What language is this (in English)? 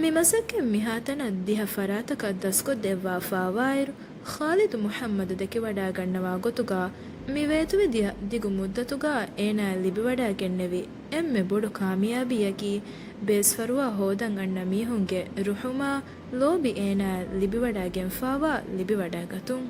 Divehi